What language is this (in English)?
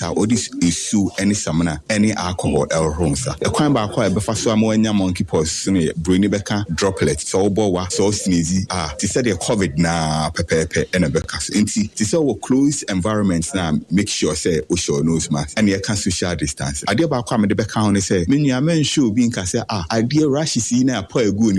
Akan